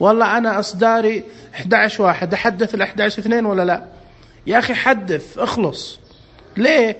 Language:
Najdi Arabic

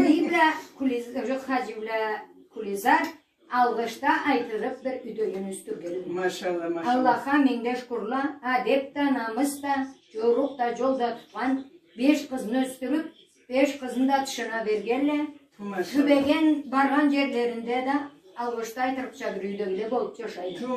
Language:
Karachay-Balkar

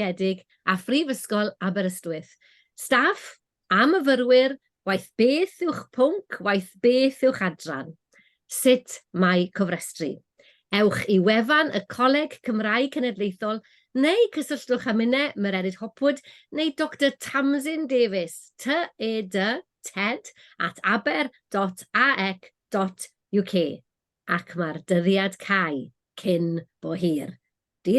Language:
Welsh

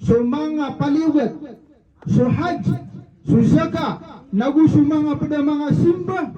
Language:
Maranao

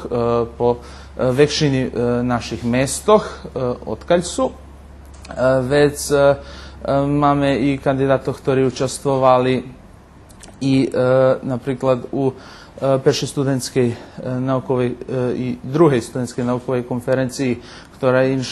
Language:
Rusyn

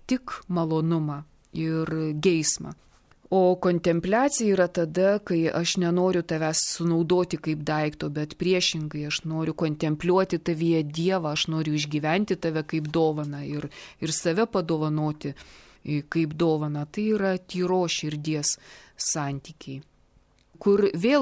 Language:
Lithuanian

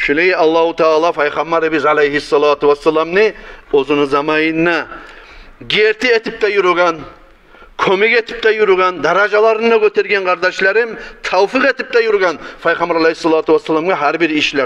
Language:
Kumyk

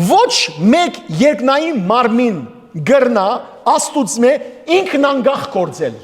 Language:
Western Armenian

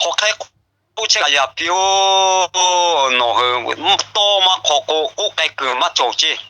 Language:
Lahu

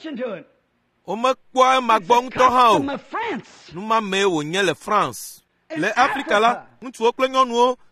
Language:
Ewe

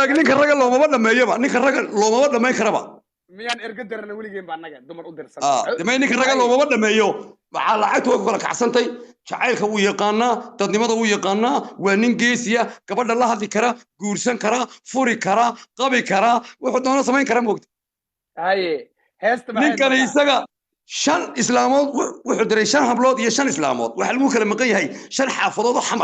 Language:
Somali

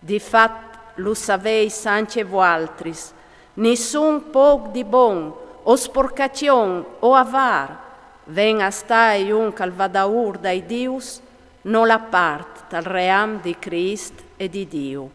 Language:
Friulian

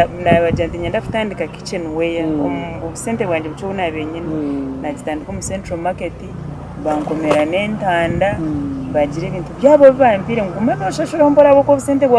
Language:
Nyankole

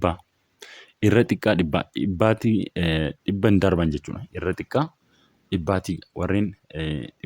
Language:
Oromo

